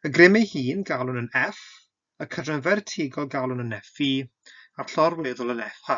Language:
Welsh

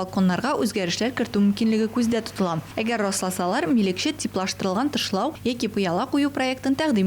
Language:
Tatar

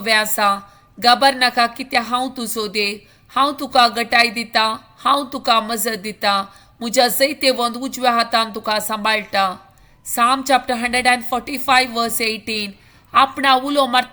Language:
Konkani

